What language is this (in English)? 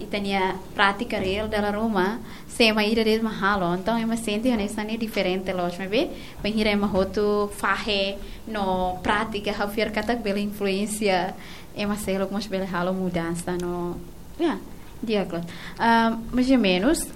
Tetum